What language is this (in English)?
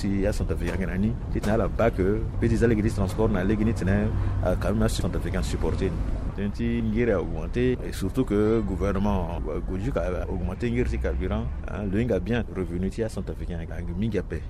Sango